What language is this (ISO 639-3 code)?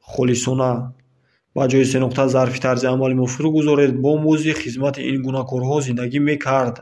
tgk